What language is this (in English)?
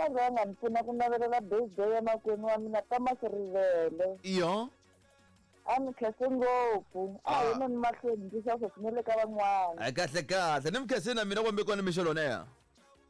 Tsonga